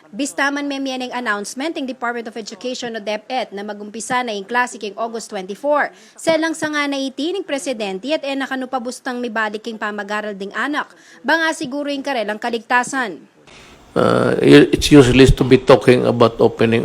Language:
Pampanga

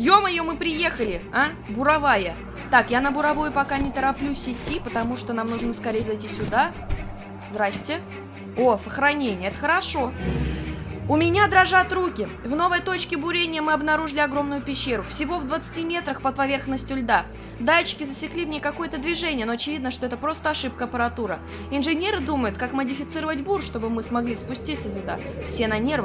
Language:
Russian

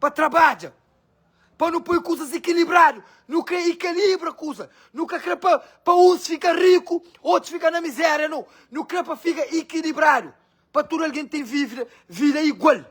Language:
Kabuverdianu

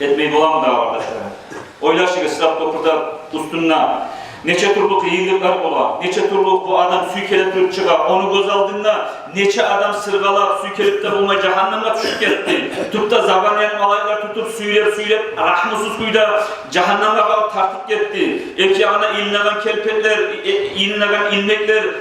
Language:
Kumyk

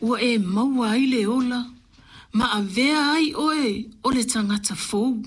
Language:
Samoan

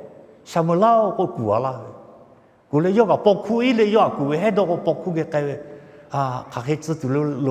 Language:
Lahu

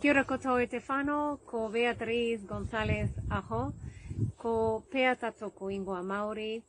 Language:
Māori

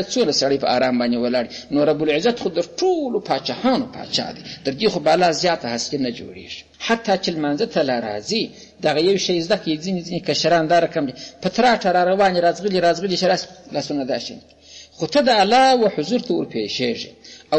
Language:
Pashto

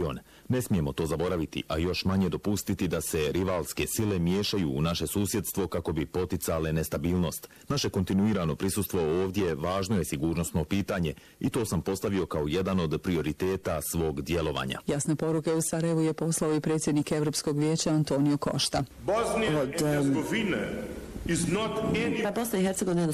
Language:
Bosnian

